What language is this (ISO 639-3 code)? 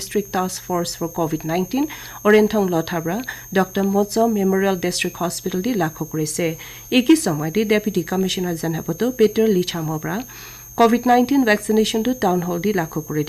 nag